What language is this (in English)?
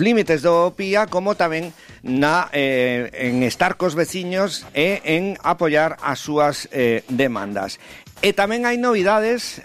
Galician